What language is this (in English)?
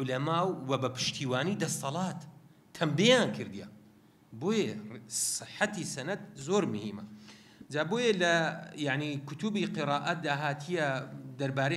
Central Kurdish